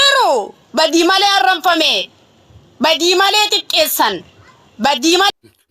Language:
Oromo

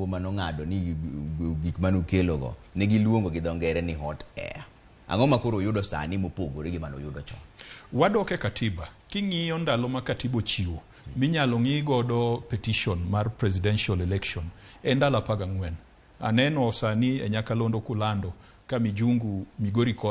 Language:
Luo (Kenya and Tanzania)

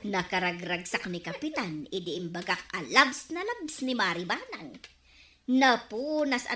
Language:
Iloko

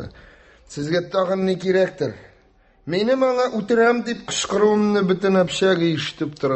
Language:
Tatar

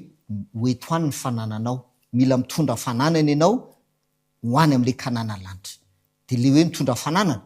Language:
Malagasy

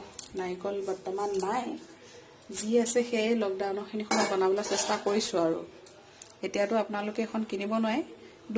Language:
Assamese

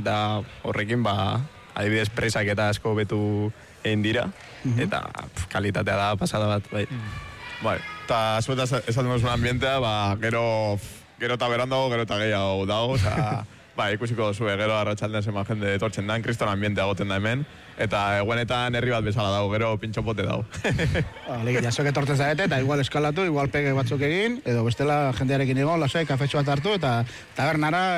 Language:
Basque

